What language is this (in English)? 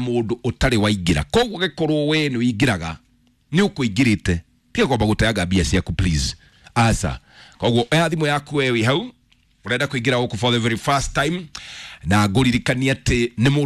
Kikuyu